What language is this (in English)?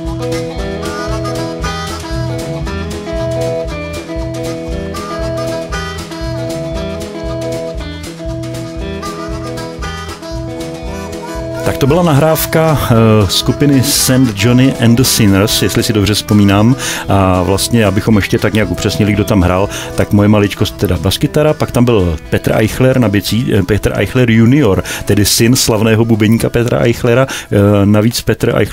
Czech